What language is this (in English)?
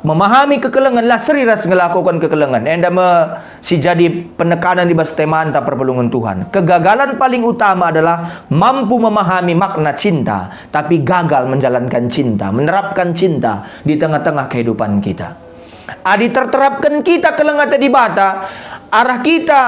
Batak Karo